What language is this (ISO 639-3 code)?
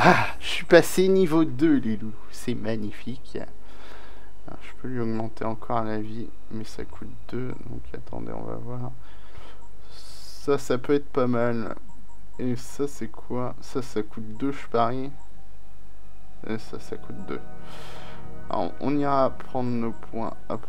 fra